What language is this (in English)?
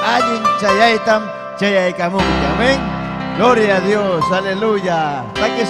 Ayacucho Quechua